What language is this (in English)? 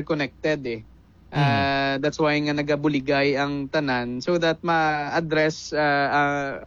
Hiligaynon